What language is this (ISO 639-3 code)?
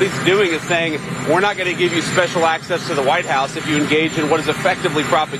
eng